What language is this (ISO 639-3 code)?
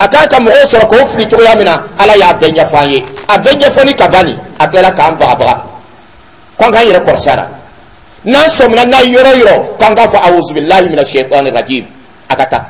dyu